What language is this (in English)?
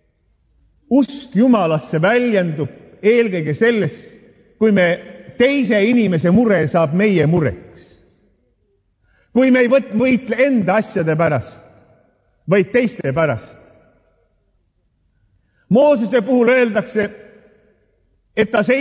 Estonian